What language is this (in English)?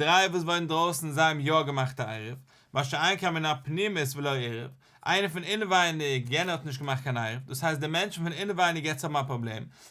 Yiddish